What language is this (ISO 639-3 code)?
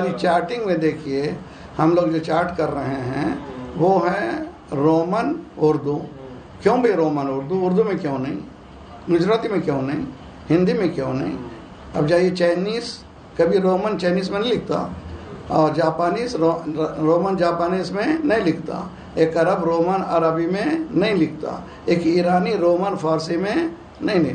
urd